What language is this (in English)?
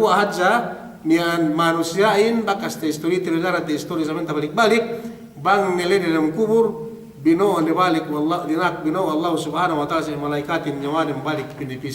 Yakan